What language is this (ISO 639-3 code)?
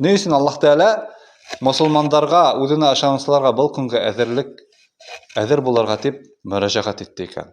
bak